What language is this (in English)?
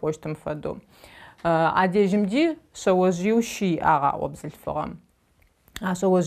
Adyghe